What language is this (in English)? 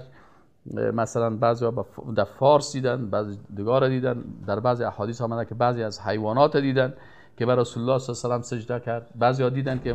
Persian